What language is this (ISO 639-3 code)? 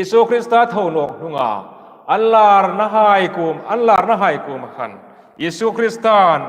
hmr